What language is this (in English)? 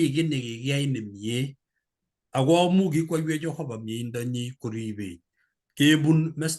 Kalenjin